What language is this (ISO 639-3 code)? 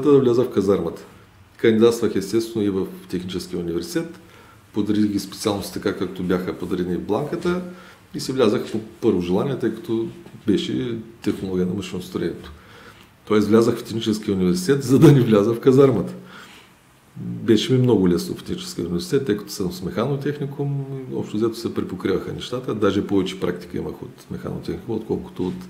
bul